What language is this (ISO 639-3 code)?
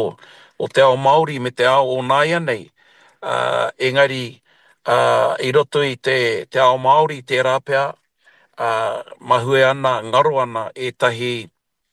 mri